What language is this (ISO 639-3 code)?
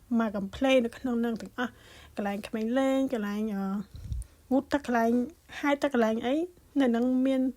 khm